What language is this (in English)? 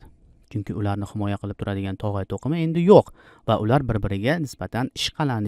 Uzbek